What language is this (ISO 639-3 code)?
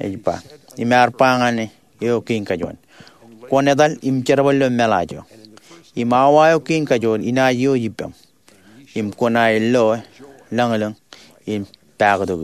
mah